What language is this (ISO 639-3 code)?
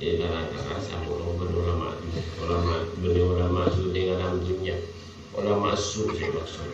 mad